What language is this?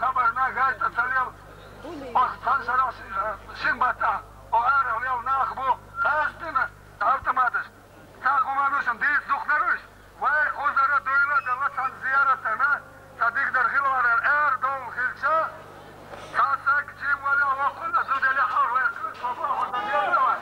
Chechen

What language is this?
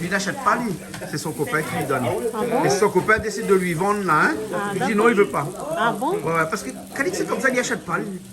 Réunion Creole French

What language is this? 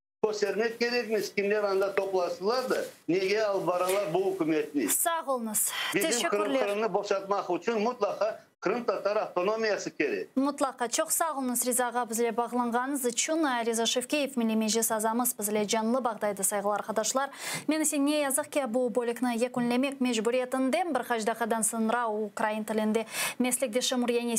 Crimean Tatar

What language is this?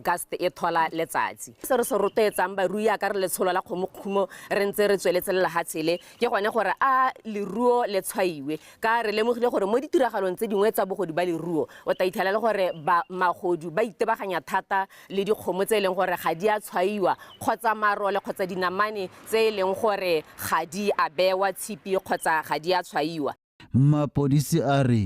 Tswana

